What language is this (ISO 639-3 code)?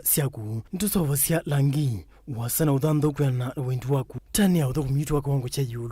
kam